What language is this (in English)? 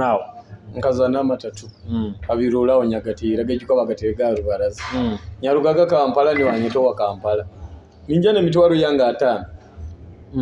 Nyoro